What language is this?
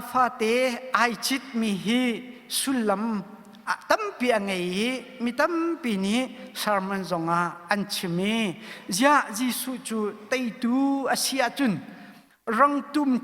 Hakha Chin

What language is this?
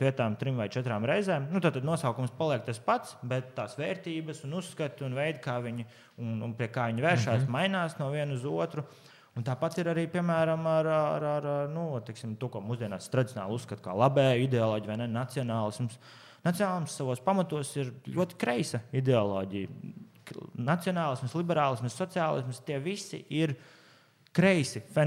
Latvian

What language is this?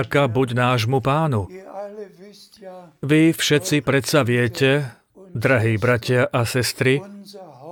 Slovak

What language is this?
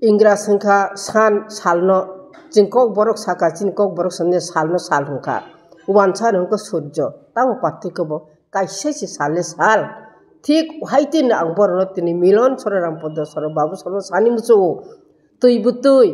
Kok Borok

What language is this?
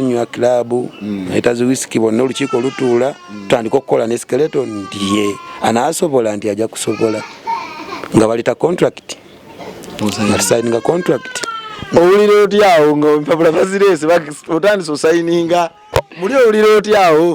Ganda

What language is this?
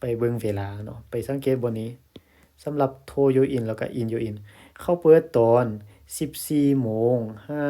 Lao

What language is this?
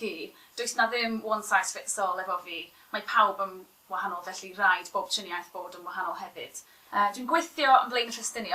Welsh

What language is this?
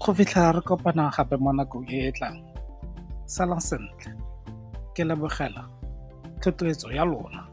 Tswana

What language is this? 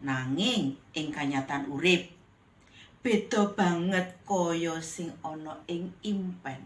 Javanese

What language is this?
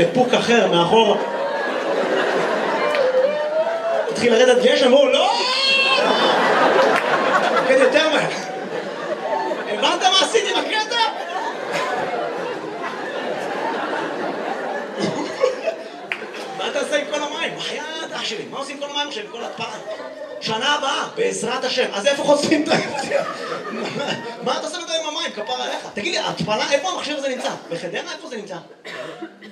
Hebrew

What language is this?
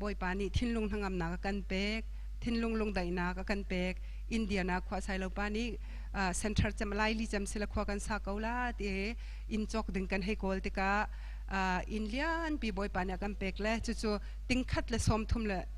Hakha Chin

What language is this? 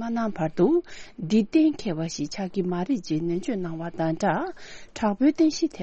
Tibetan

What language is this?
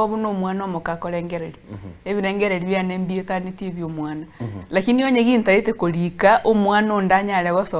Gusii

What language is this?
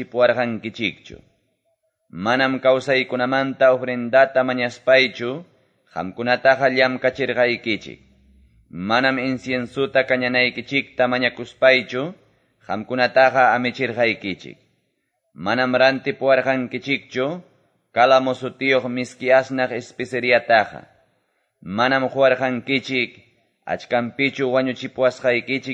Quechua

